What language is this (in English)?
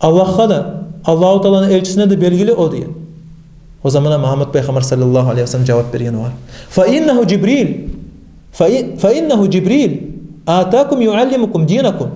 Kumyk